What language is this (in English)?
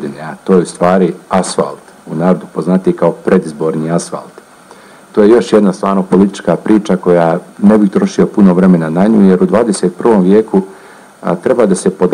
Bosnian